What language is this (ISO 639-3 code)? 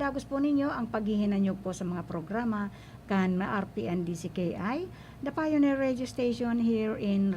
bik